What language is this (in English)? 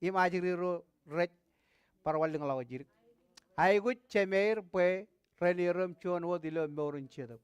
Marshallese